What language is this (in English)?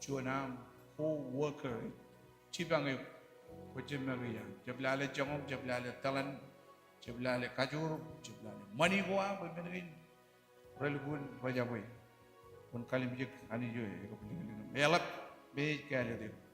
Marshallese